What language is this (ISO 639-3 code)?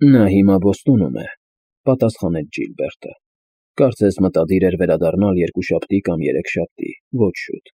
hye